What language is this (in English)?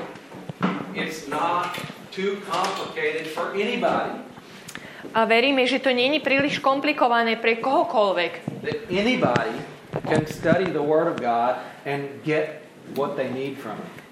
Slovak